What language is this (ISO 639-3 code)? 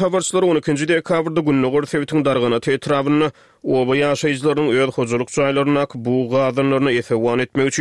tuk